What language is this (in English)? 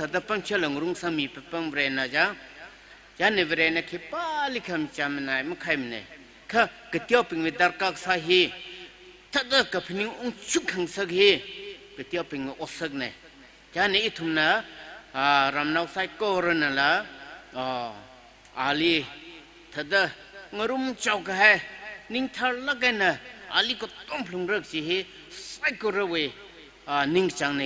Tangkhul Naga (India)